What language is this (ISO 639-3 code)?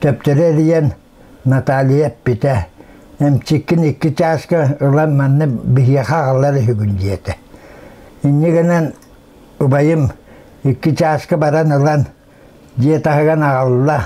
sah